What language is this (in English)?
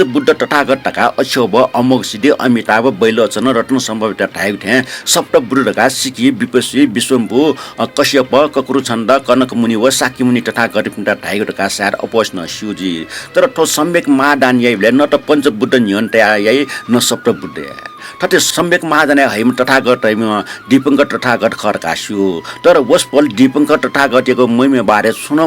Newari